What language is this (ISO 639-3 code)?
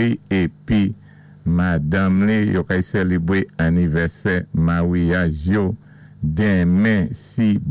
acf